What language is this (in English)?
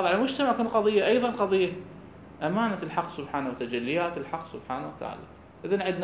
Mesopotamian Arabic